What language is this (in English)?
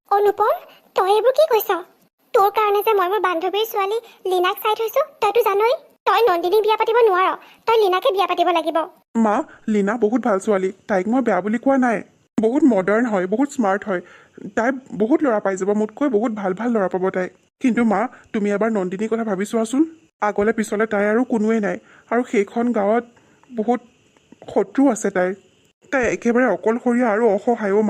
Assamese